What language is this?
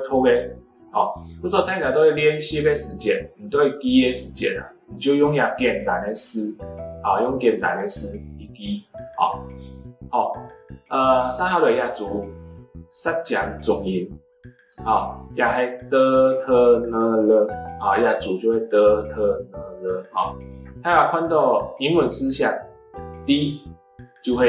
Hakka Chinese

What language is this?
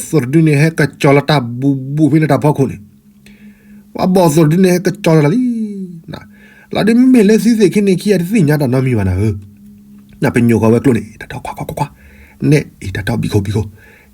S'gaw Karen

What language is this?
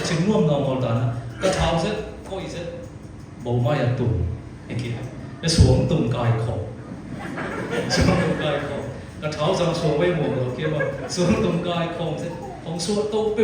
Siyin Chin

